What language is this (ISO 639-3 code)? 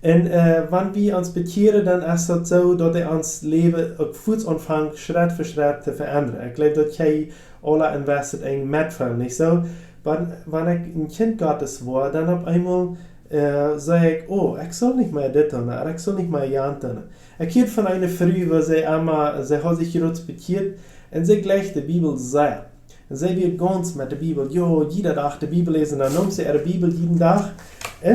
pdt